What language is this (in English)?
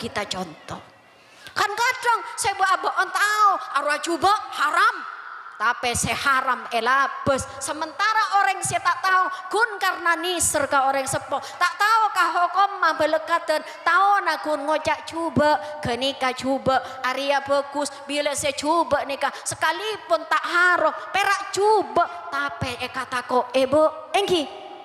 Madurese